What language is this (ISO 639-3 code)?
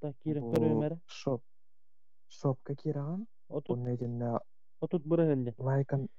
sah